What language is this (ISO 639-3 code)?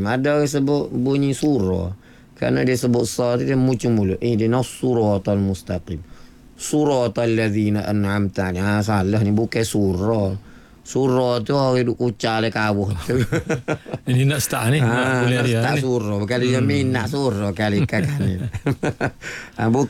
msa